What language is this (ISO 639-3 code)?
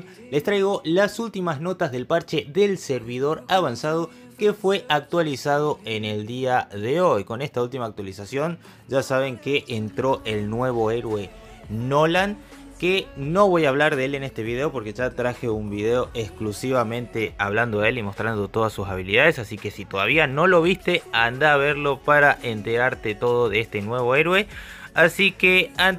spa